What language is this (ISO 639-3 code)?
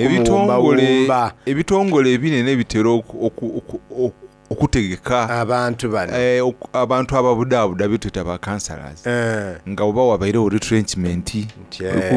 xog